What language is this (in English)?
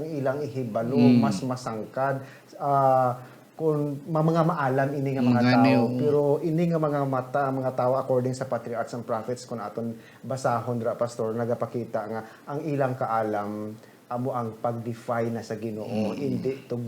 Hiligaynon